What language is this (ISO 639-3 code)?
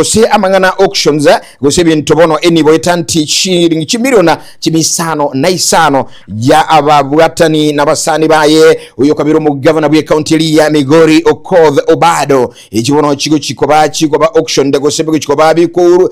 guz